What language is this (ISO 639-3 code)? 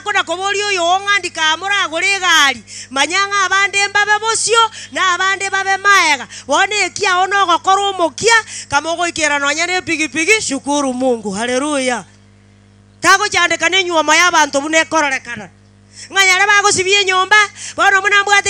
guz